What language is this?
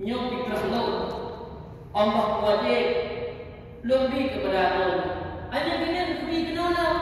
Achinese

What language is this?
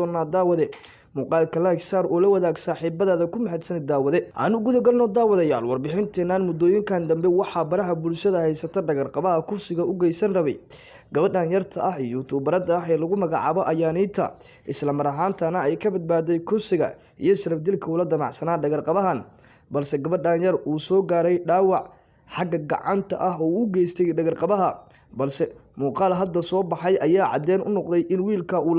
Somali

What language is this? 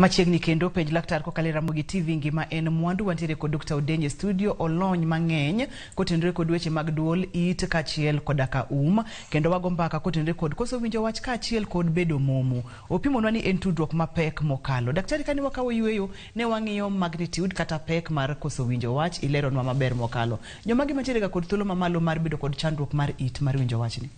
Luo (Kenya and Tanzania)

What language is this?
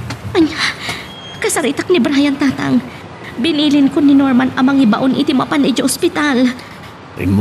Iloko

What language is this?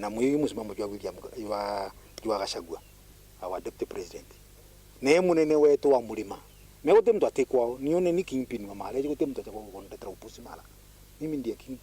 Meru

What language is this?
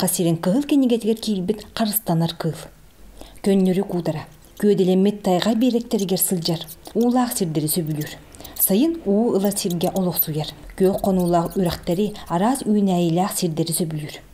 Yakut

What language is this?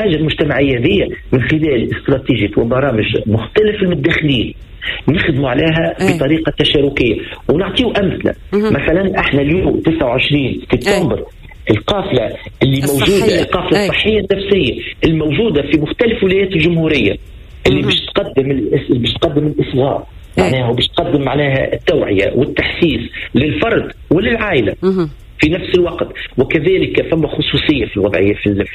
Tunisian Arabic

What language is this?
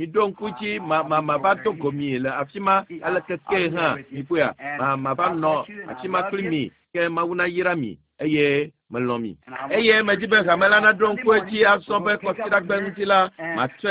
Ewe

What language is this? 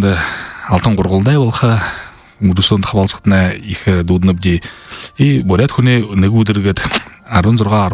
Buriat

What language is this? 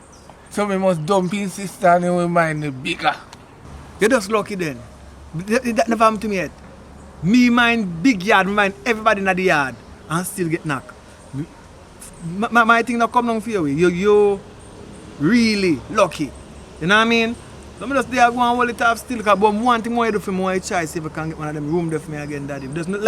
Jamaican Creole English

